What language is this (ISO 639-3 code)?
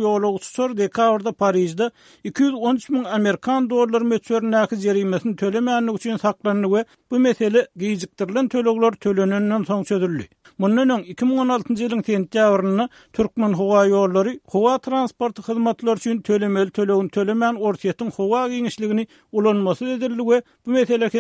tuk